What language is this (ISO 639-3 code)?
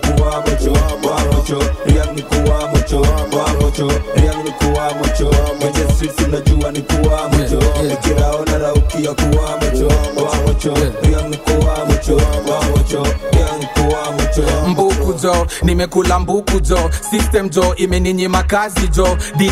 swa